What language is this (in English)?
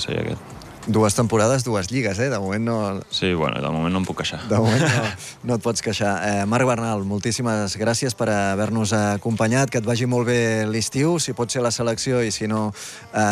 Catalan